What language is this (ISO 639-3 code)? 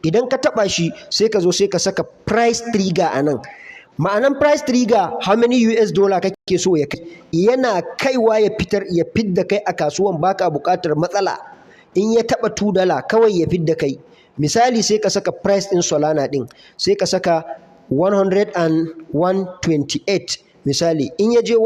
hau